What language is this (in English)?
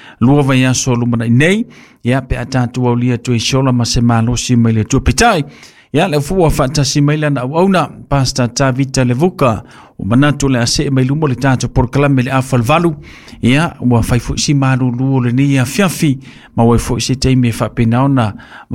Samoan